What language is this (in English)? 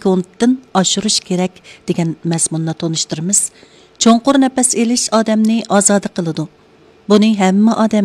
Uyghur